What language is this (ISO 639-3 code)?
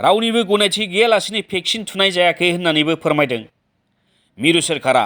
brx